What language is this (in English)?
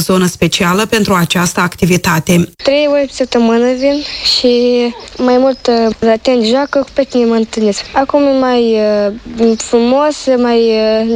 Romanian